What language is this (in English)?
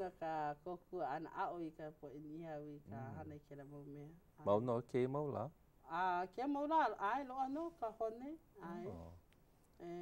Hawaiian